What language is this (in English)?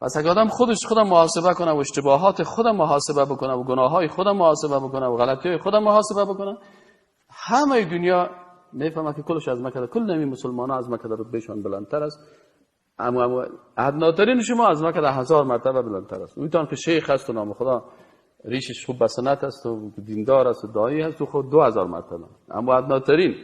Persian